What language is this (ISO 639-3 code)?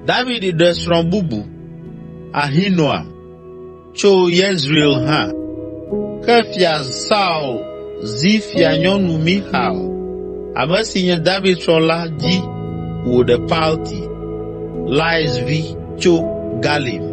ewe